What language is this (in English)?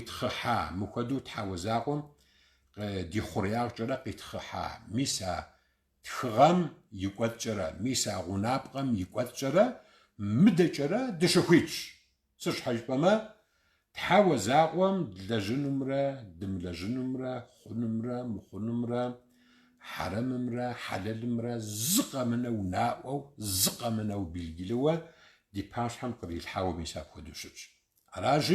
Kabardian